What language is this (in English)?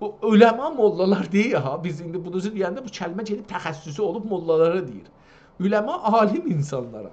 South Azerbaijani